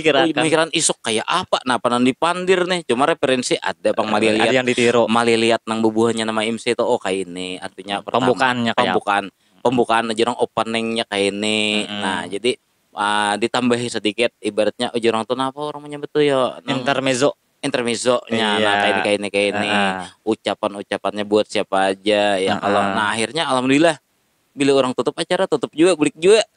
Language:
Banjar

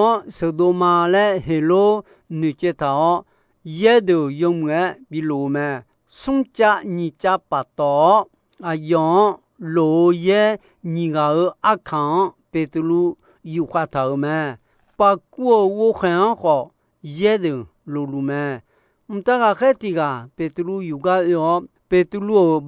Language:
Akha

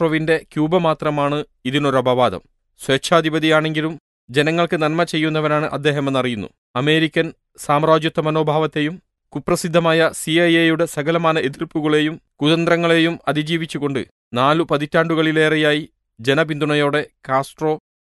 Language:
Malayalam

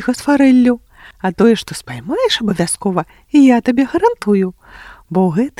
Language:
Belarusian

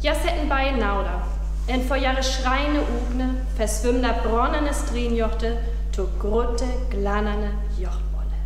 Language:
Northern Frisian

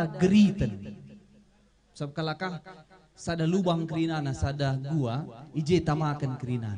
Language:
Batak Karo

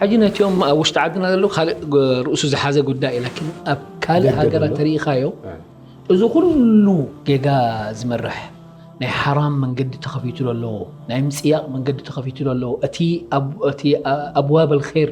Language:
Tigrinya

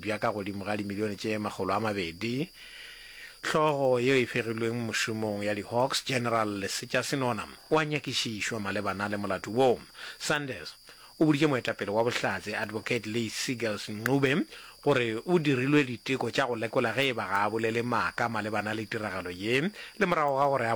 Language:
Northern Sotho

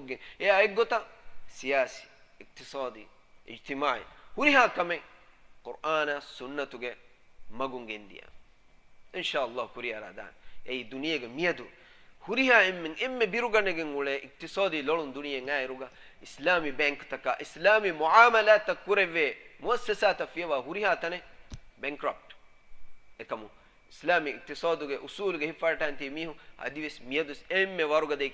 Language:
Divehi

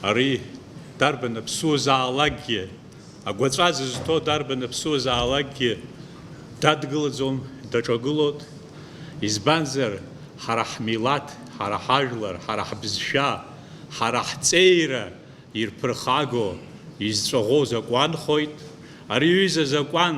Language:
Abkhazian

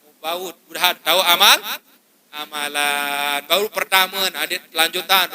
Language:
Sasak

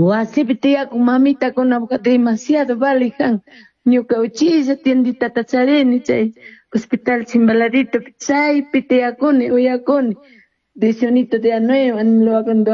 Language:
Chimborazo Highland Quichua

